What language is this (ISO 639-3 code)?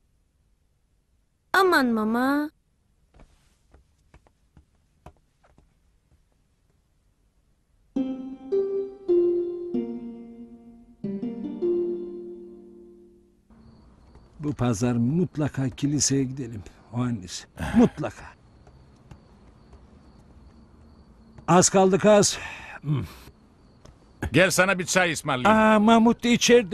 tur